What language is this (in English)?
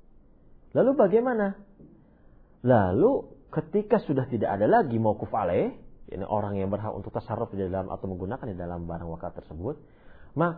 Indonesian